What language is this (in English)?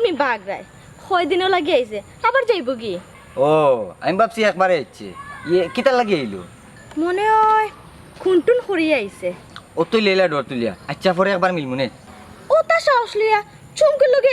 Sylheti